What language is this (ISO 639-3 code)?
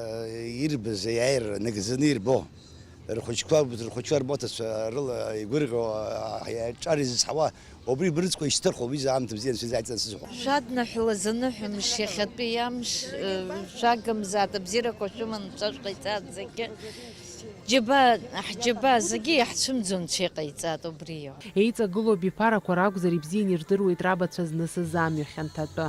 abk